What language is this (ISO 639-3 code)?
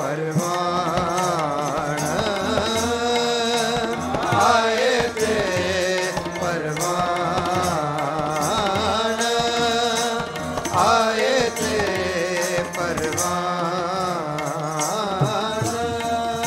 pan